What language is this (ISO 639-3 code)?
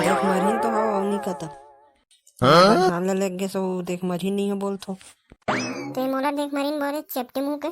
hne